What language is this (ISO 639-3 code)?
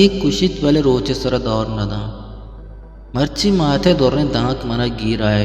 bgp